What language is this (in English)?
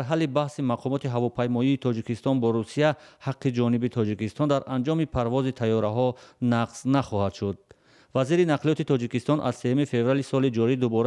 Tajik